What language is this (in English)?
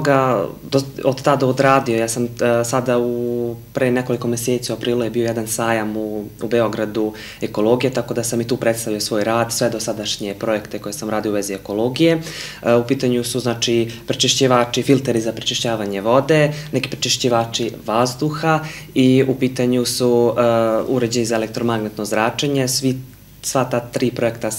Serbian